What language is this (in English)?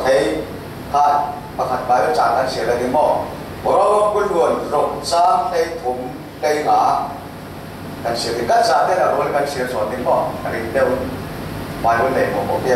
Falam Chin